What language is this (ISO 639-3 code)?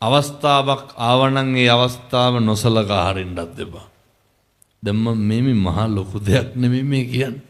sin